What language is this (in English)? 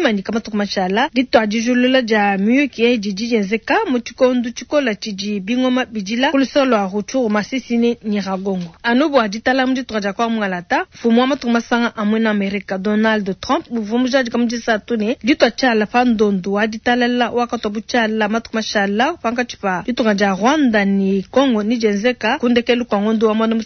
Luba-Lulua